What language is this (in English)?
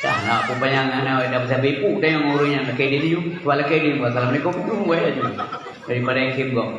Achinese